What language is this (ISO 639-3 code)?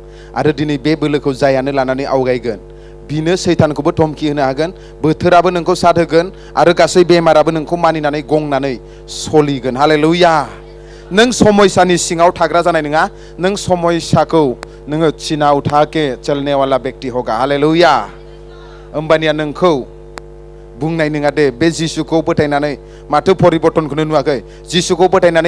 brx